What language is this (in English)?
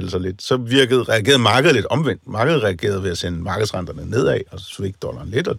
Danish